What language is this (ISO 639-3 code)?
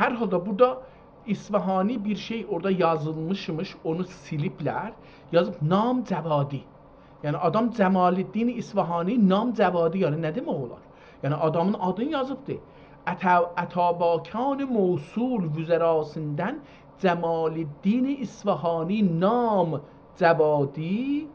azb